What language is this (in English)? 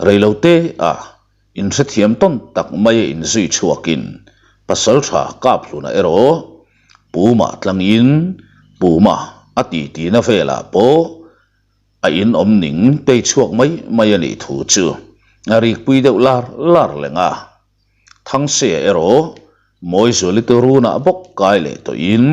Mizo